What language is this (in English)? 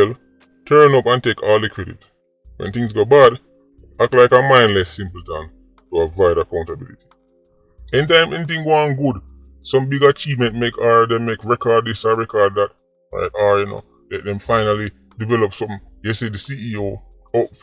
Jamaican Creole English